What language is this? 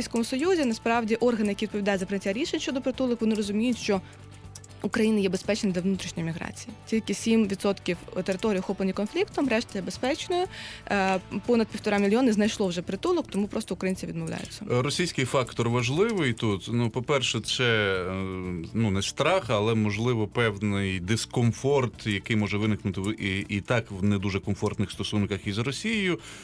Ukrainian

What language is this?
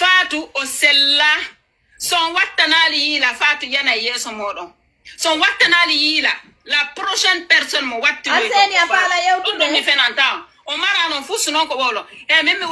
Fula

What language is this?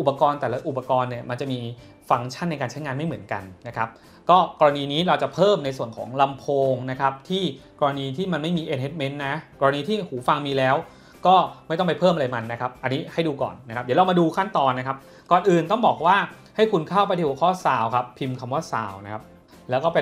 Thai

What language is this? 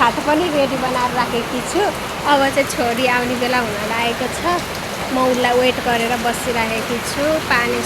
Nepali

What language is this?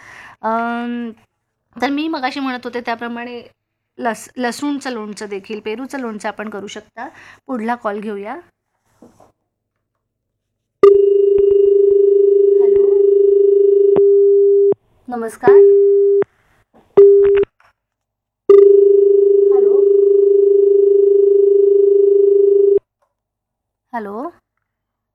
Marathi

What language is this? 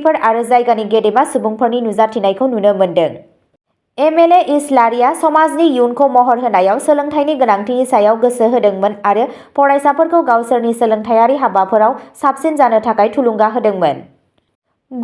Bodo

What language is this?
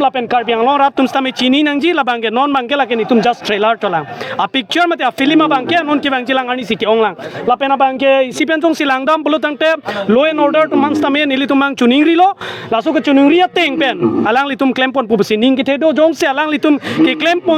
Karbi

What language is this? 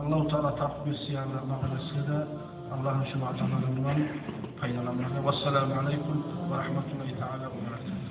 Kumyk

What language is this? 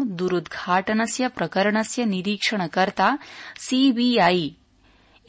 Sanskrit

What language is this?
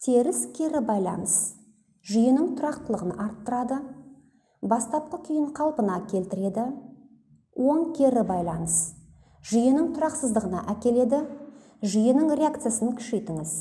Kazakh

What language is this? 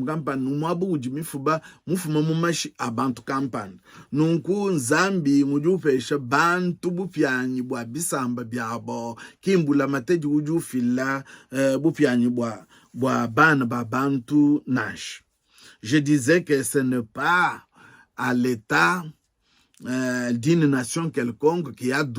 Luba-Lulua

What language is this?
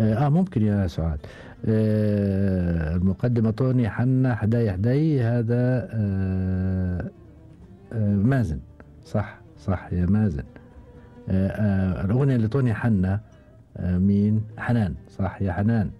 Gulf Arabic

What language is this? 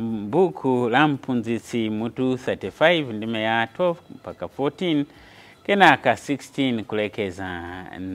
Nyanja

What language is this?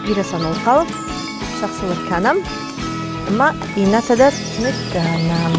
Ossetic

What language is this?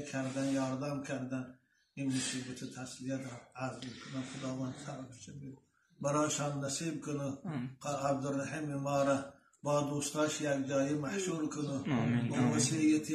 Tajik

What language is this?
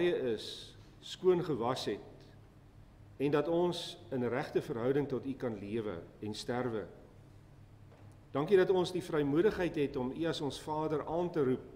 Afrikaans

